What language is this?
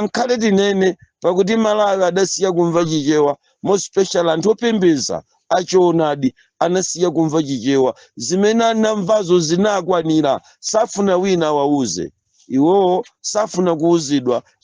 Nyanja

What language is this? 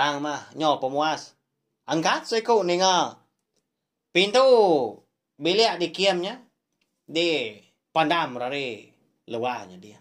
Iban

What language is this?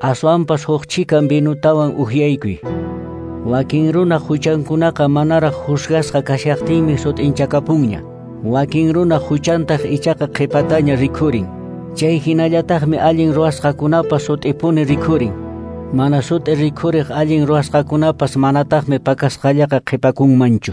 Quechua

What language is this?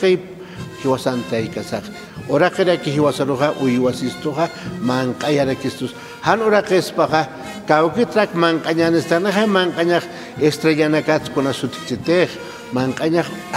Aymara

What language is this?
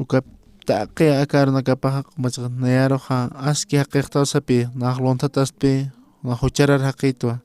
Aymara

